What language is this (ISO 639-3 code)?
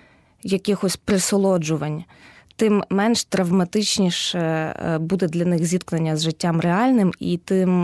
ukr